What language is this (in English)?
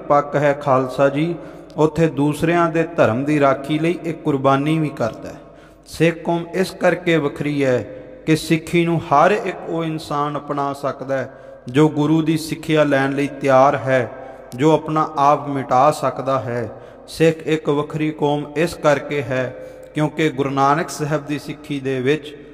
Punjabi